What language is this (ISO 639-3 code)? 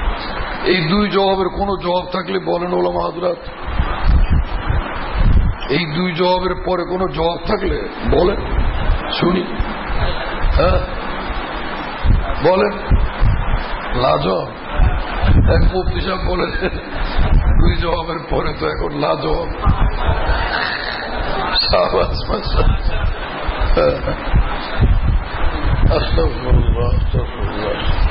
ben